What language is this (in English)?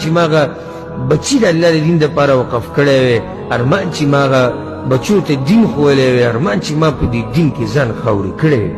Pashto